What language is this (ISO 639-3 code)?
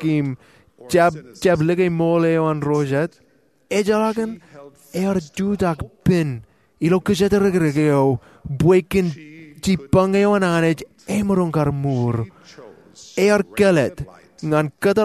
mah